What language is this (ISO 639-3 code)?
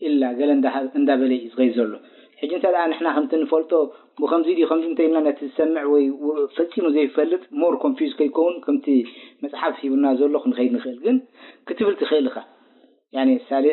tir